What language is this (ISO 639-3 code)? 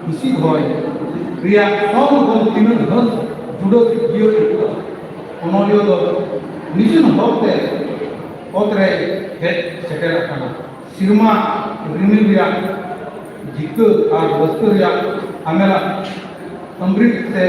sat